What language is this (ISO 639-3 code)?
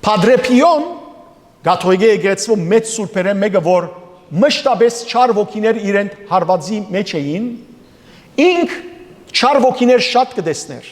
hyw